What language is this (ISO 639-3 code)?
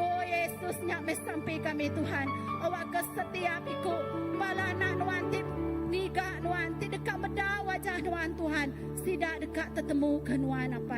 iba